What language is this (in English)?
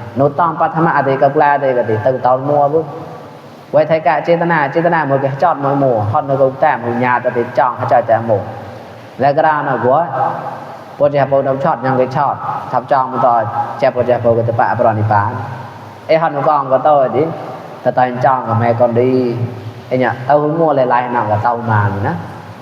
Mon